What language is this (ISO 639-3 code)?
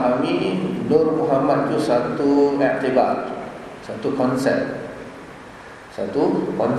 msa